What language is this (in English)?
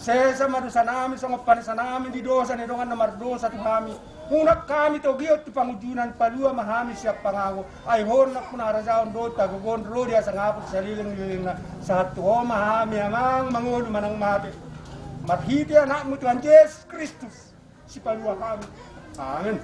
Batak Toba